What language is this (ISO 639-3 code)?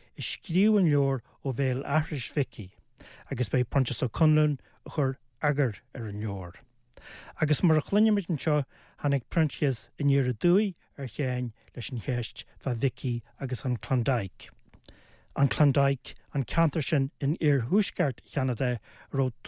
gle